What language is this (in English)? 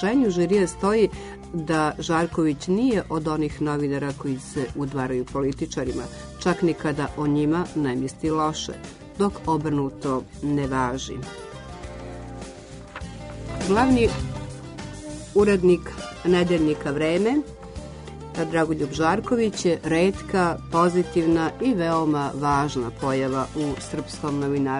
Serbian